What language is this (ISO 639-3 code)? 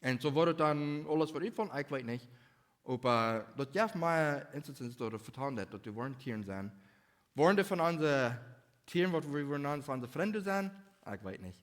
pdt